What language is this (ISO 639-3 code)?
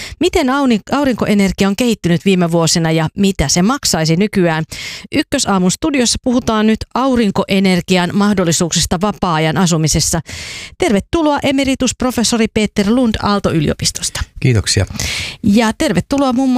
fin